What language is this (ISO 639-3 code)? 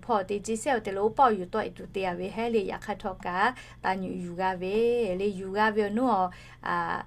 lhu